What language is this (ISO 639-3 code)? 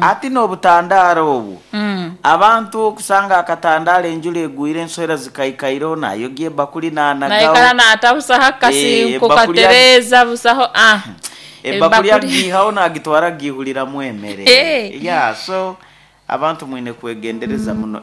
nyn